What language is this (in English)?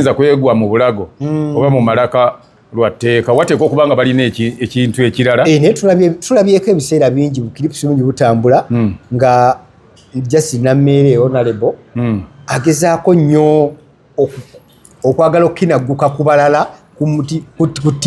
Ganda